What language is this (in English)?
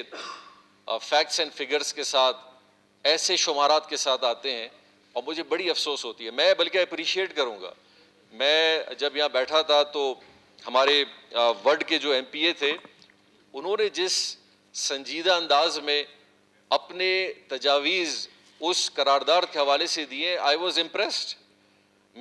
Urdu